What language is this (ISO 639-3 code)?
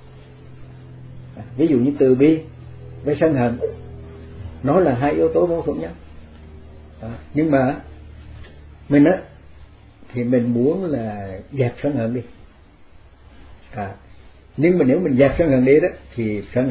vie